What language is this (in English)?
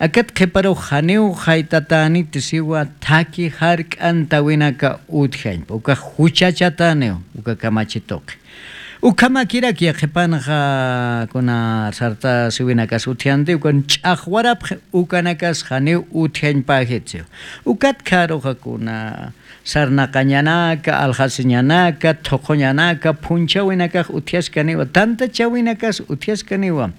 Aymara